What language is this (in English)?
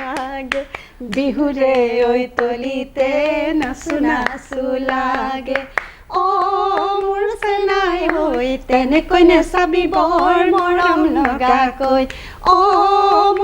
Assamese